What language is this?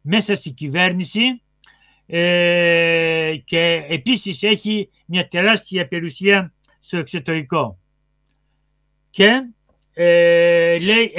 Greek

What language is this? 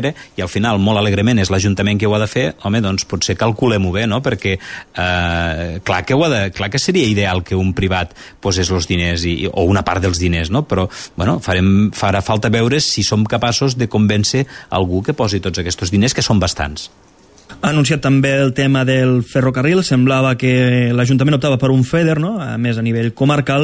Catalan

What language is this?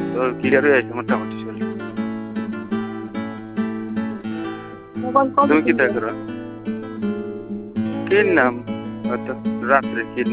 Bangla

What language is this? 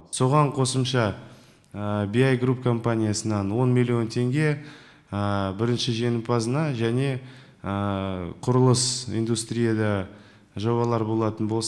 Kazakh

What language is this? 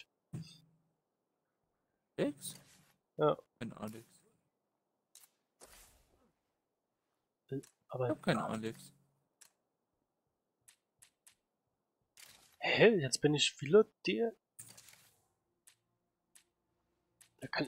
German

